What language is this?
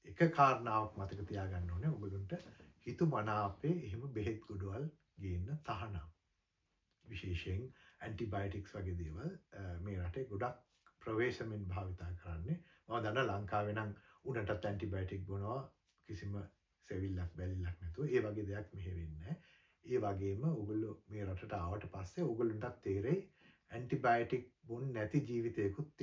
Sinhala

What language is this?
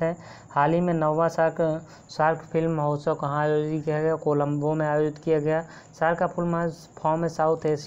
Hindi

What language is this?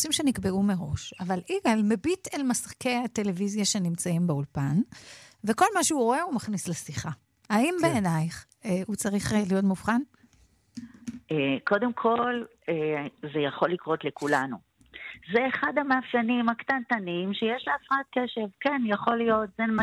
Hebrew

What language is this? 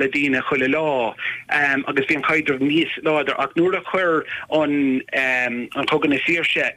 Irish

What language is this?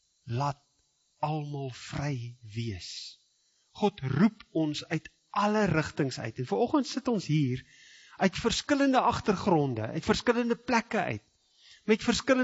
Afrikaans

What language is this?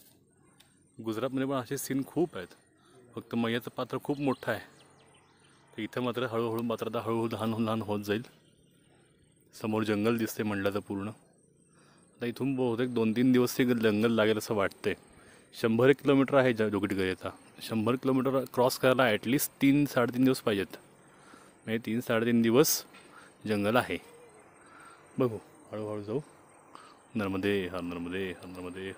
Marathi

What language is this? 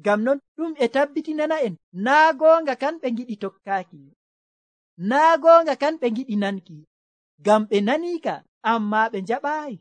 Nigerian Fulfulde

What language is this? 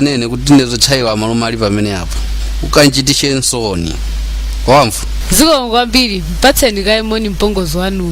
Nyanja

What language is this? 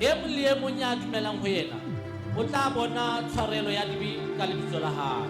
Southern Sotho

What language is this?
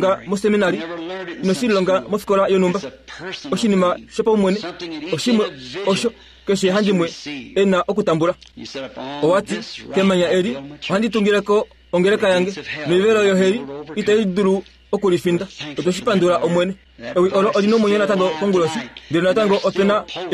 Kuanyama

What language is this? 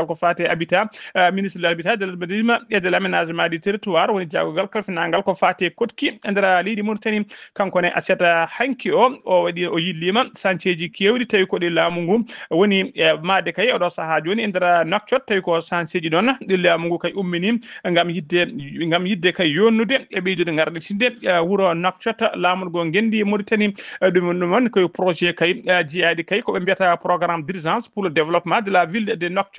Fula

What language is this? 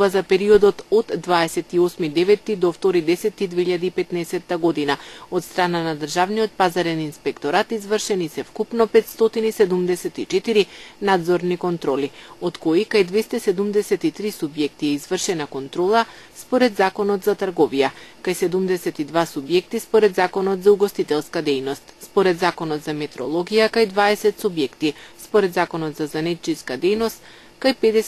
Macedonian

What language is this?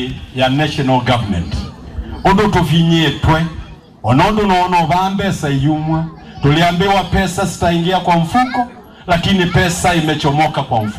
Kamba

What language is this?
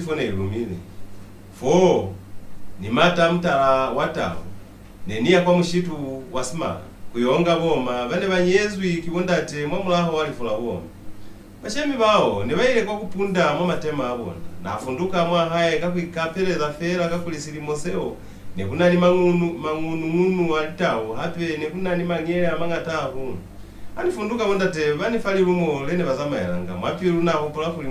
Lozi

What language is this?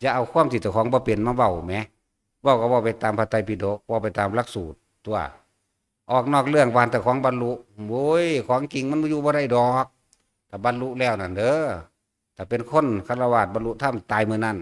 Northeastern Thai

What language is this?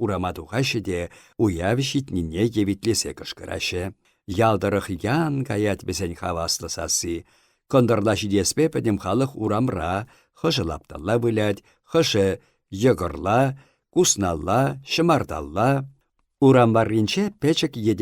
Chuvash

